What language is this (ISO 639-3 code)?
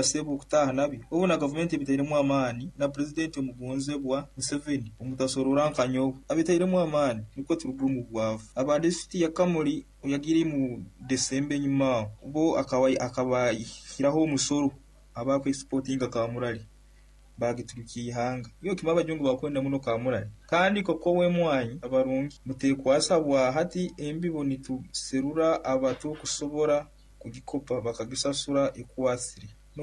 nyo